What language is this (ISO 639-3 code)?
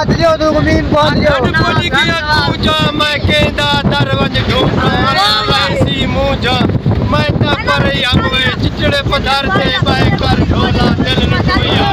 skr